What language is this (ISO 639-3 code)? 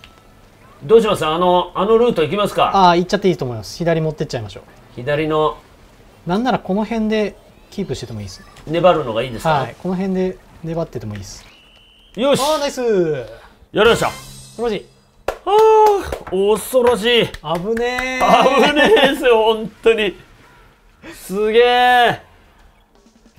jpn